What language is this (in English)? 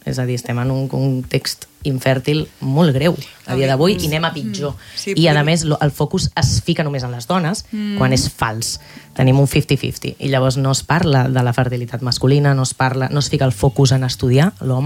Catalan